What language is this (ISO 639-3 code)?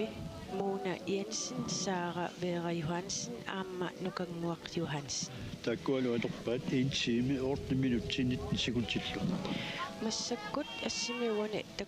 kal